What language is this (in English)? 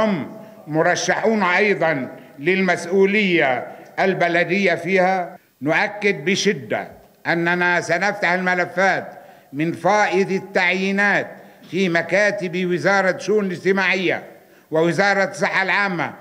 Arabic